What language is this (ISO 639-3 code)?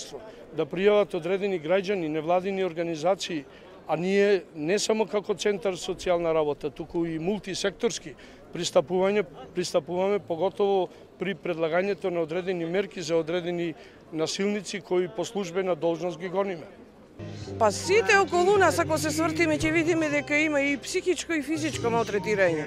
mkd